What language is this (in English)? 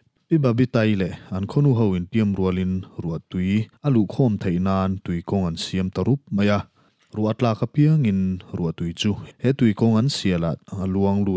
Mizo